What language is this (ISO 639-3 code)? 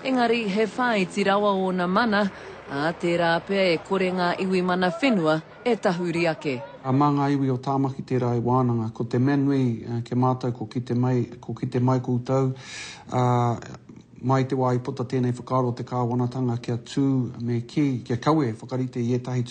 mri